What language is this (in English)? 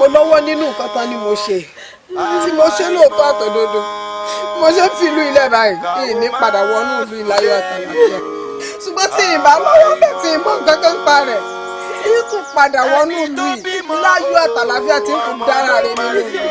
Yoruba